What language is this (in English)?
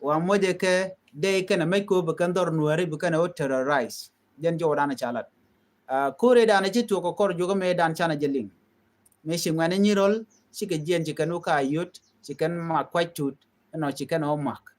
Nuer